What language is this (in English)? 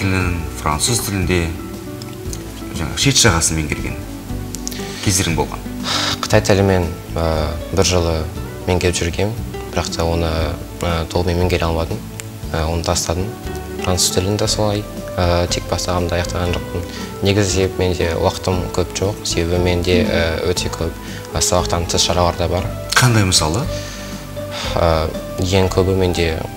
Kazakh